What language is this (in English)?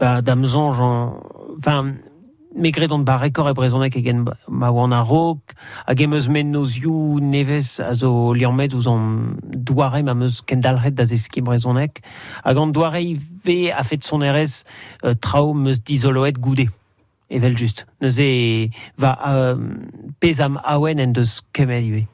Breton